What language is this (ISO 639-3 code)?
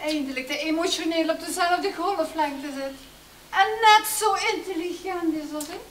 lim